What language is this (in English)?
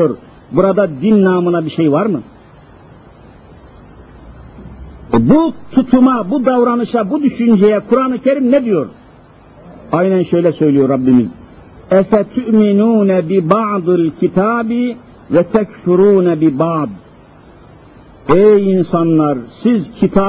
Turkish